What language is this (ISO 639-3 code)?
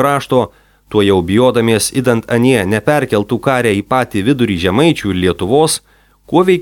lit